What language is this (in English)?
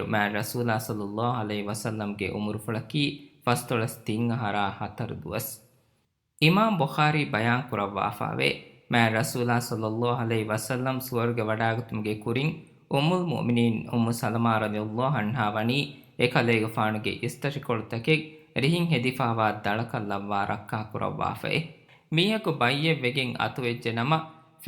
Divehi